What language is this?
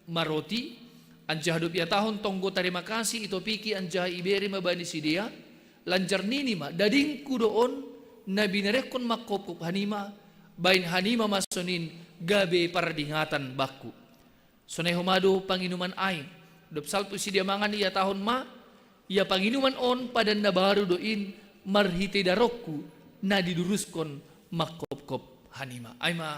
Batak Simalungun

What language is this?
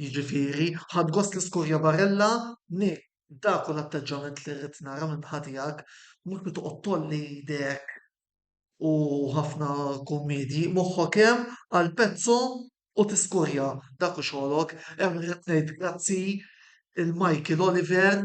Maltese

